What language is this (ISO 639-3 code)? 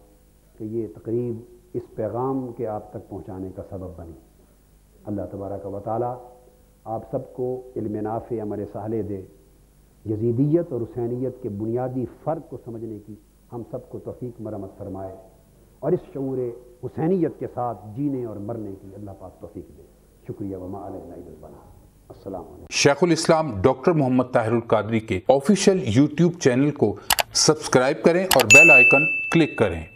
urd